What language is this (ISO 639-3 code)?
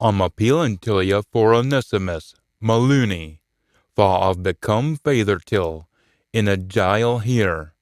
sco